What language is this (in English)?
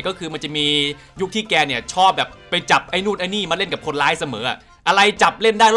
Thai